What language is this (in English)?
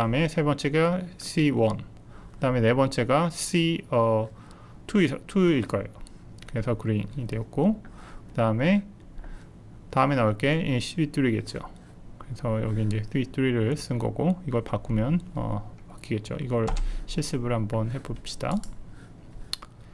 Korean